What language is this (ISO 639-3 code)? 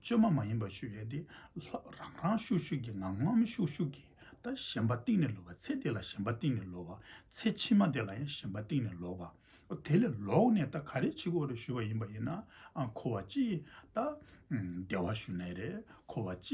bod